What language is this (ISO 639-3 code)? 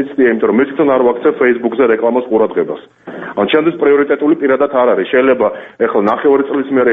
kat